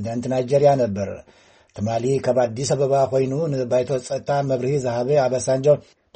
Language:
Tigrinya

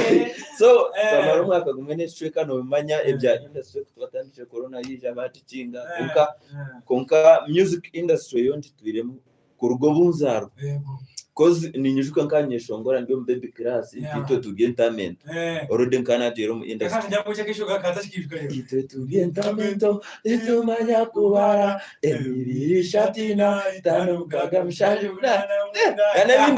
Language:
Nyankole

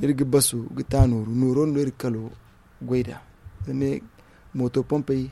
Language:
Zarma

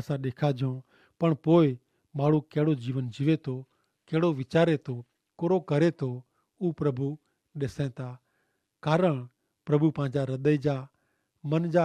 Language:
Kachhi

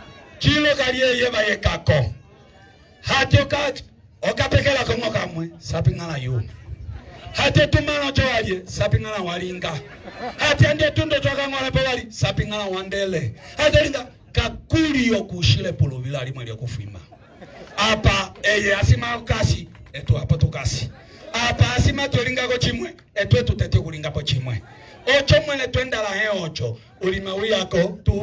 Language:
Umbundu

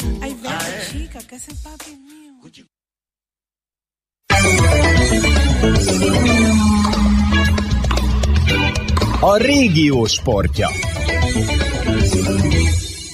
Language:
Hungarian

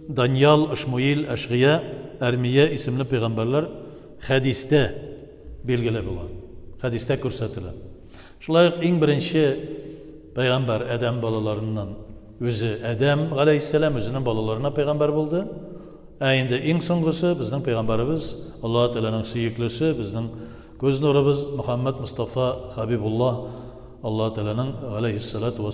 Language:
Tatar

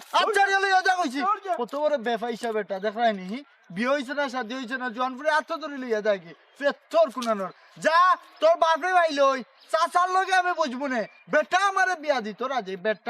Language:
Sylheti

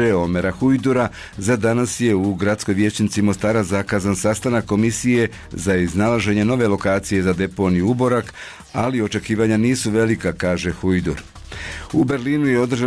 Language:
Bosnian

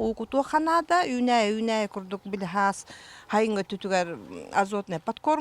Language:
Yakut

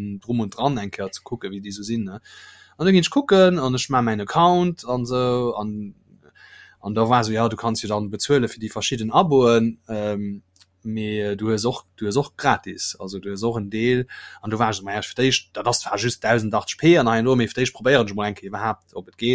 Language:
Luxembourgish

